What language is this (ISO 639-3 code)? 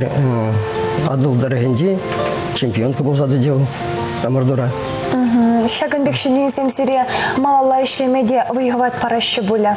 chv